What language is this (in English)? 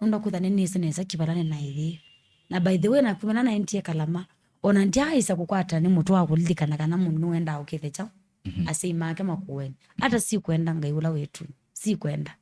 Kamba